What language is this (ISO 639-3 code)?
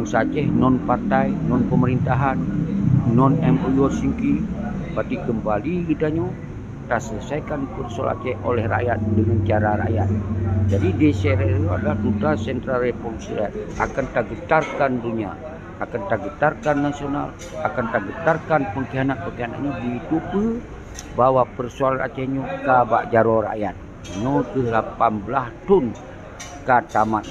ace